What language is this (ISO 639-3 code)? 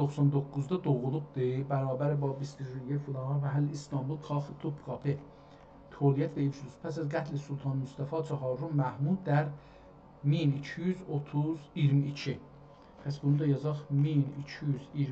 azb